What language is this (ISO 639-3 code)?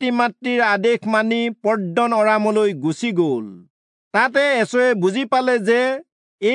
asm